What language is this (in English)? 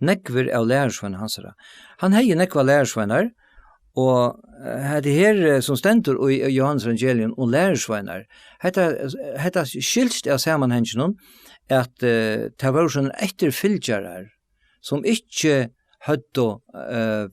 Faroese